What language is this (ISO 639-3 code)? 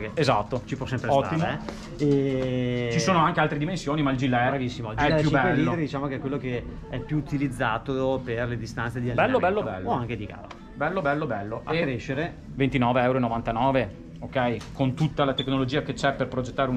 ita